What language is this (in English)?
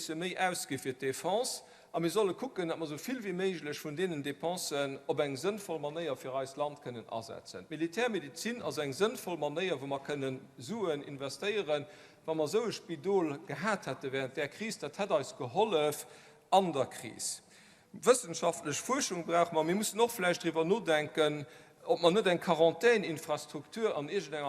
Luxembourgish